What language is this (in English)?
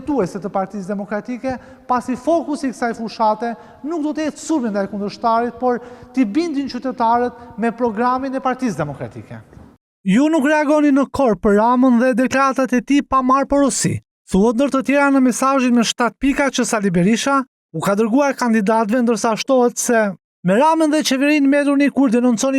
Albanian